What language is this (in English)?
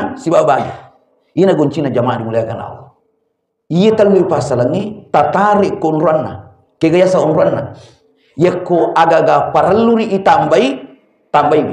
Buginese